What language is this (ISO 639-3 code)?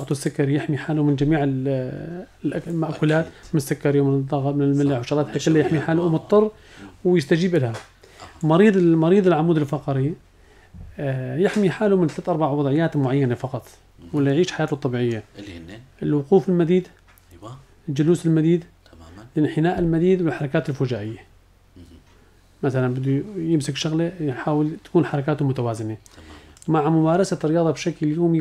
apc